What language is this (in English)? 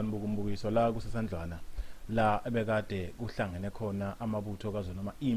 Zulu